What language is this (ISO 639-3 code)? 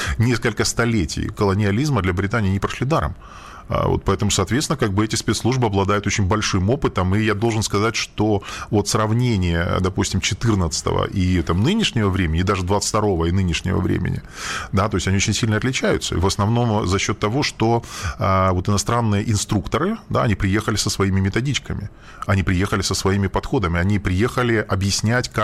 rus